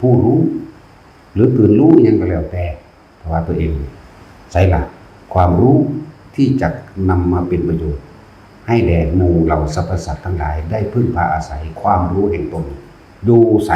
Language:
Northeastern Thai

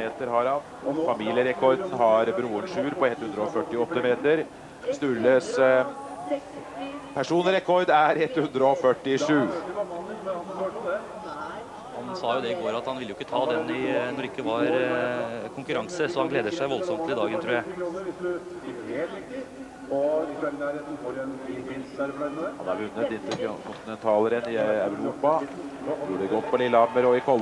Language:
Norwegian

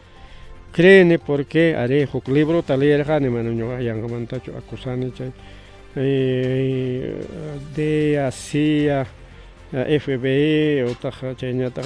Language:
Ayacucho Quechua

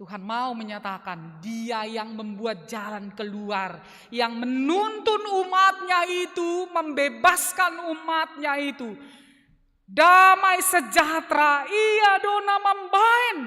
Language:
Batak Simalungun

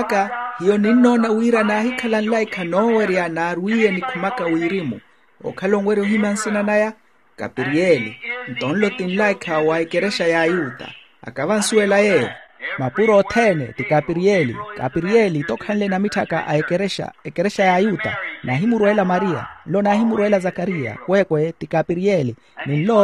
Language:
Makhuwa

